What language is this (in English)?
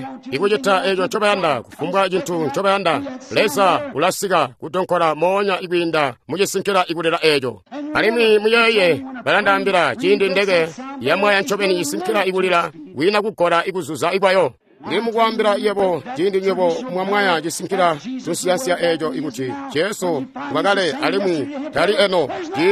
Tonga (Zambia)